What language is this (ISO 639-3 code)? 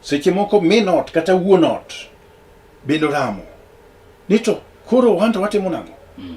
luo